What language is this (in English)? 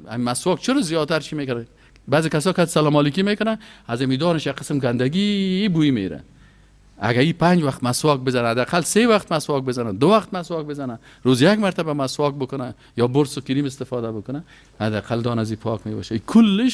Persian